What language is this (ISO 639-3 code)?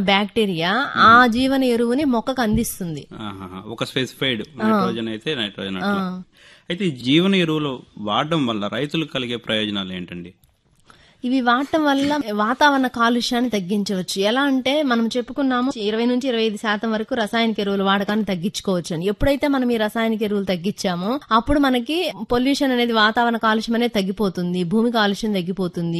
tel